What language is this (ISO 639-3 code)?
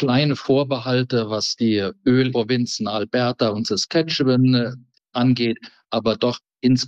deu